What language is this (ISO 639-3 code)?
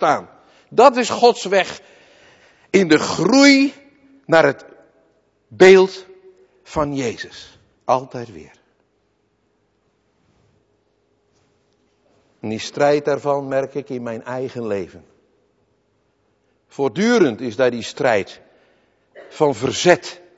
nld